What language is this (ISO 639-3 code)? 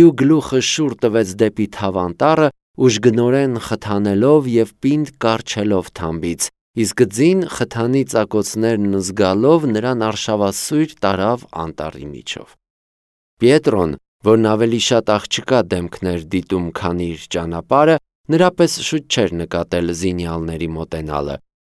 hye